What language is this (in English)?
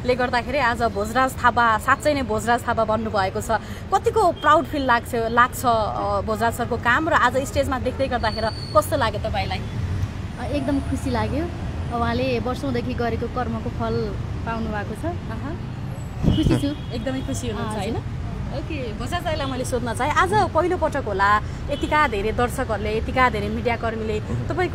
Nepali